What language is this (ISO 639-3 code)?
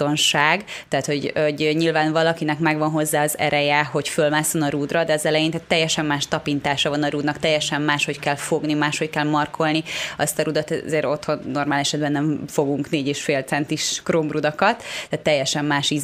hun